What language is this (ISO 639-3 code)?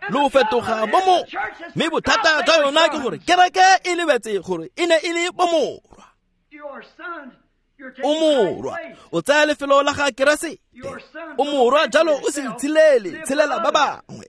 tsn